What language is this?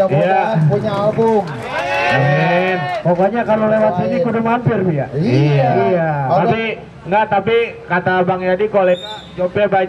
Betawi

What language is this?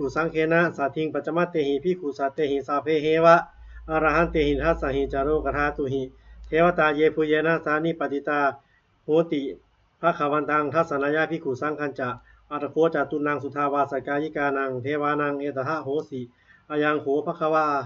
Pali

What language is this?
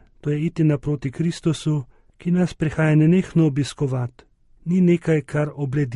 Slovenian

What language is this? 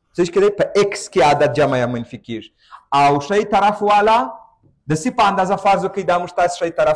Pashto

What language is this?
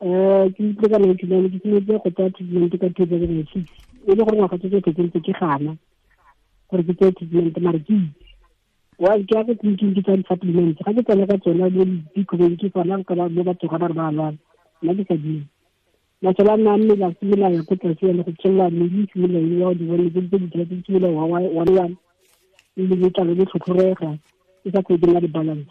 Tswana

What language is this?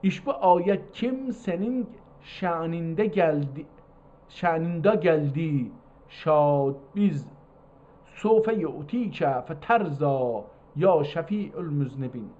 South Azerbaijani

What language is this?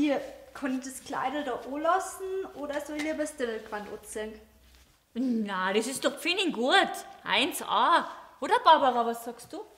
Bavarian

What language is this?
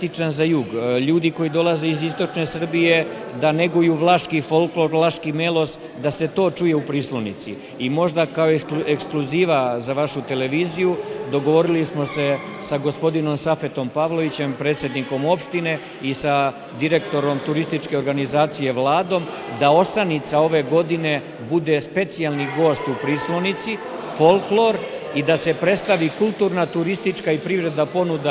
Serbian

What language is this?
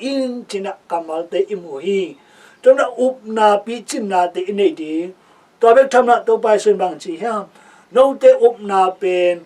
Tedim Chin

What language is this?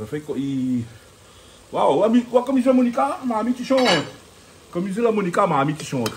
Réunion Creole French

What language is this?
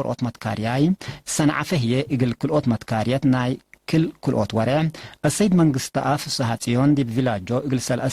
Tigre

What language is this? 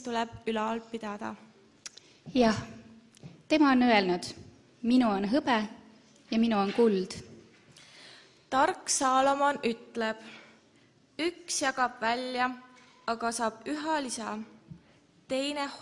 Estonian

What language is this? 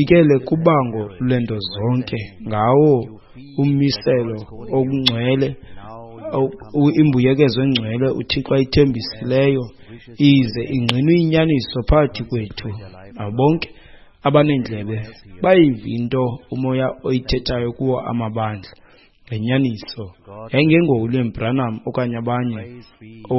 Xhosa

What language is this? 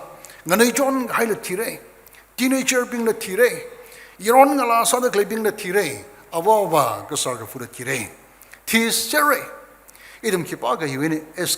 Tangkhul Naga (India)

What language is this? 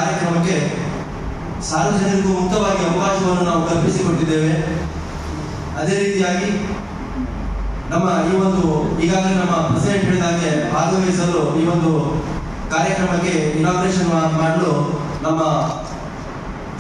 Kannada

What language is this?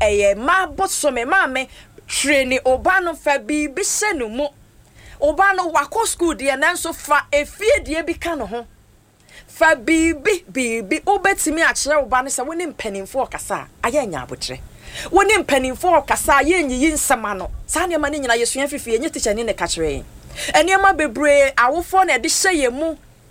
Akan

